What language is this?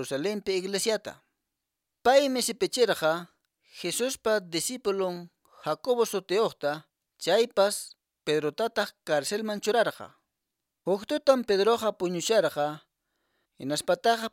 Quechua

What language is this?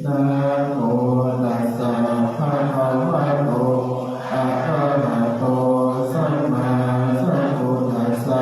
Pali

